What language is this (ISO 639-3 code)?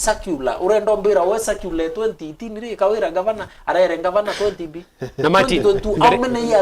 mer